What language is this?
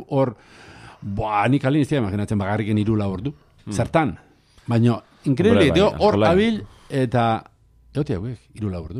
Basque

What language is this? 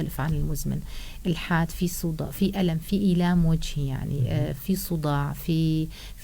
North Levantine Arabic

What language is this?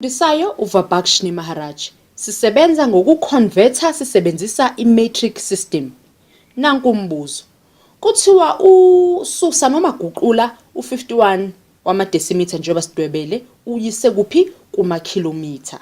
Zulu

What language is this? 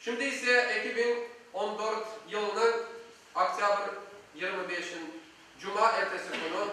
Crimean Tatar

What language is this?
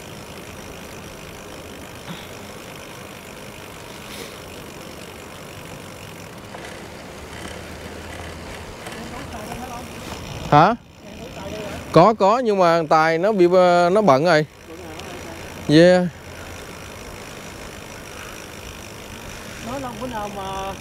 Vietnamese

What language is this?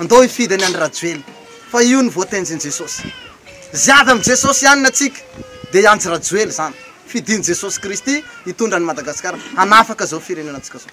Malagasy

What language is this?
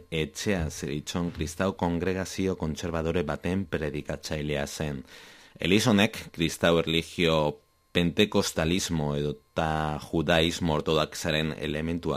Basque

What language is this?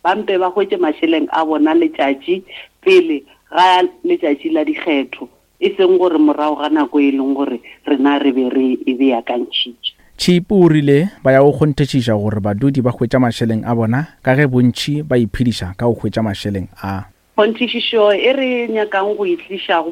Northern Sotho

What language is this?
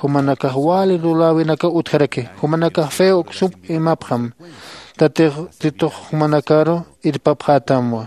Aymara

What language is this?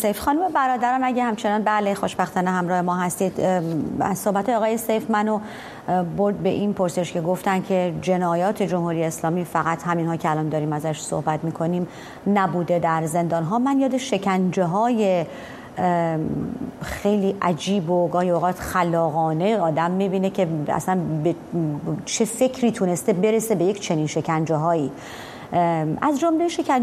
Persian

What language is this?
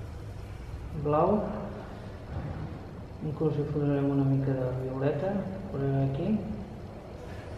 Catalan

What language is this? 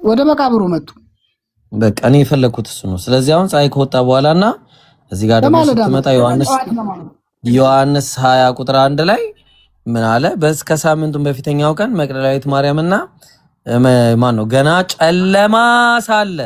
Amharic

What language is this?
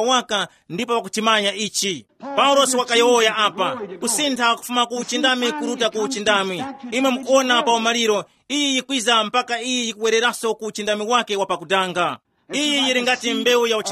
Tumbuka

